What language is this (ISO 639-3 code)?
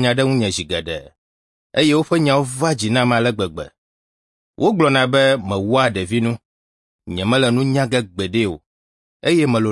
ewe